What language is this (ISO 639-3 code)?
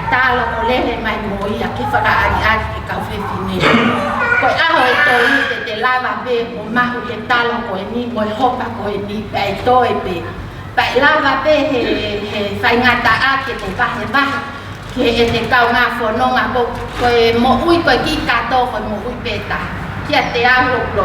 ton